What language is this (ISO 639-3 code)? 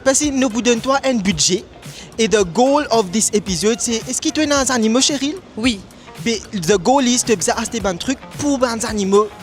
mfe